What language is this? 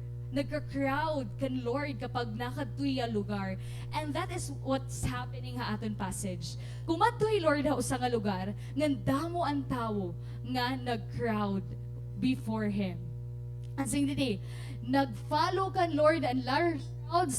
Waray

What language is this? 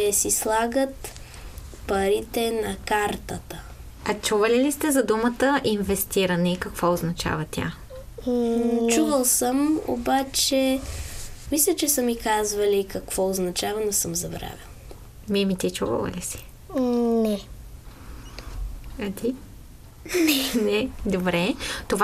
Bulgarian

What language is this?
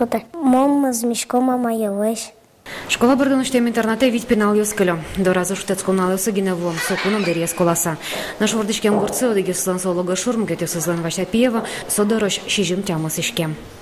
Udmurt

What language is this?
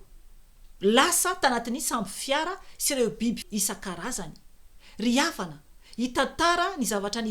Malagasy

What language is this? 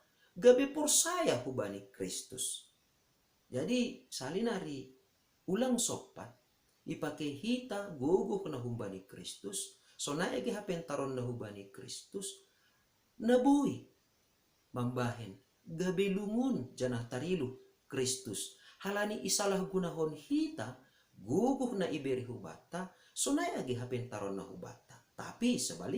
Batak Simalungun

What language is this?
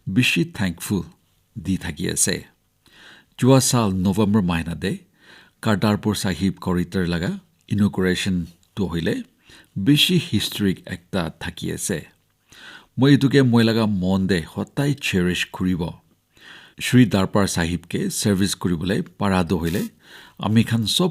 Naga Pidgin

